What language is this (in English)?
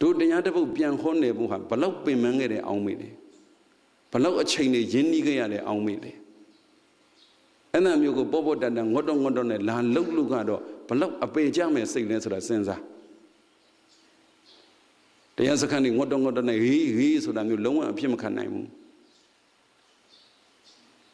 Burmese